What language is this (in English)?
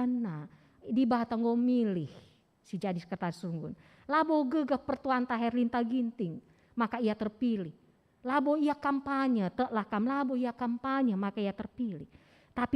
Batak Karo